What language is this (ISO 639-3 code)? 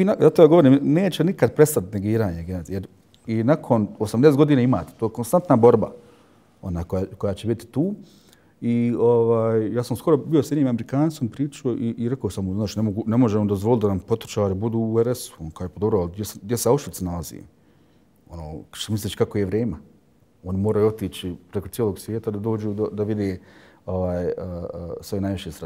bos